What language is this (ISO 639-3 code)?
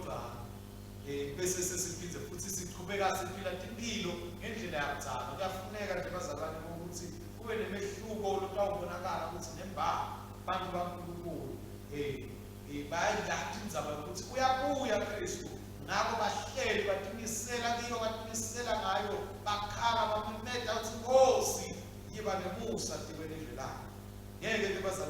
ssw